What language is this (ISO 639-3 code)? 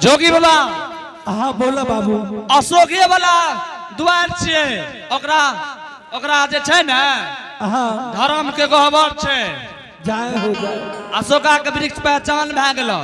anp